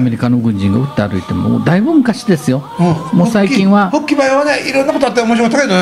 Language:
Japanese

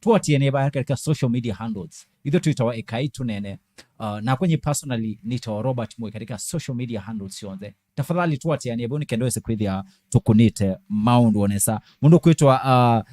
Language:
Kamba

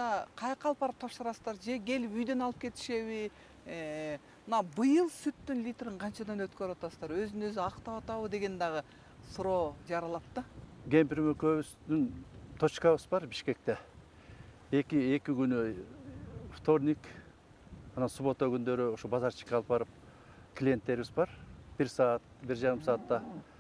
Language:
Kyrgyz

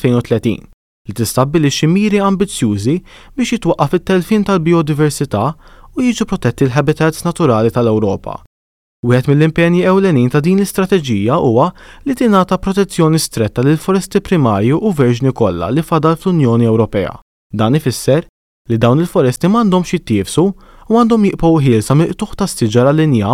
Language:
Maltese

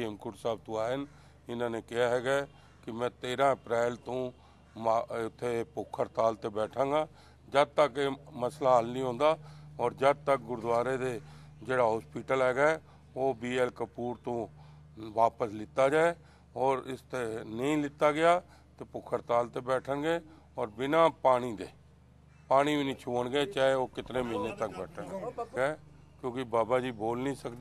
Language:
Punjabi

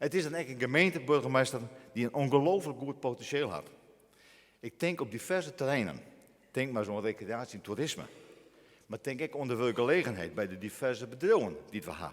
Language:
Western Frisian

